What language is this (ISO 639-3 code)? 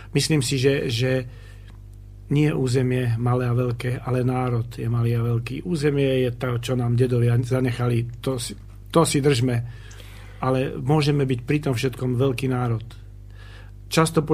slk